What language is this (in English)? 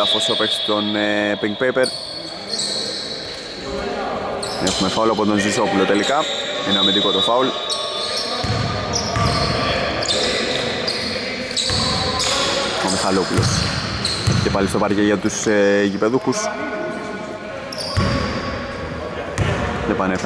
Greek